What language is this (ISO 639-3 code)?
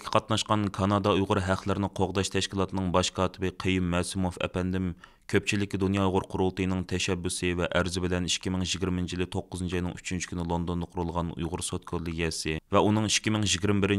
uig